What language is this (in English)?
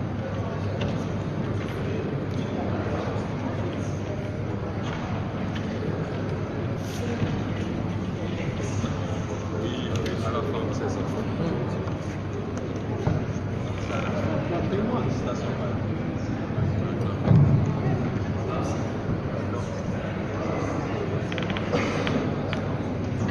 French